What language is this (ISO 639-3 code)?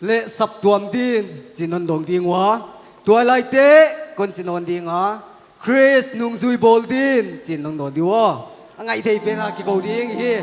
pck